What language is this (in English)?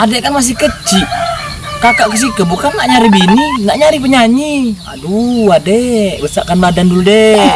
Musi